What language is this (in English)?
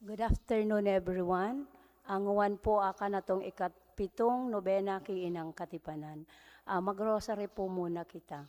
Bikol